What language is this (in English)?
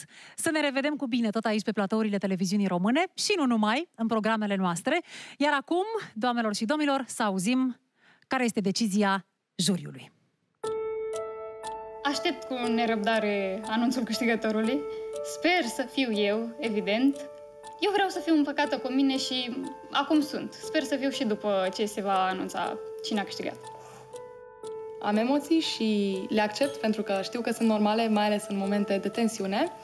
Romanian